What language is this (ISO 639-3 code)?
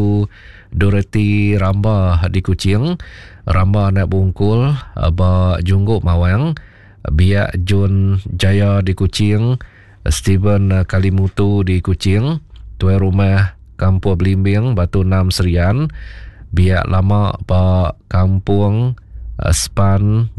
iba